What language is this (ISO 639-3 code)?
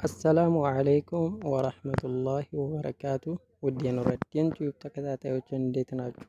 amh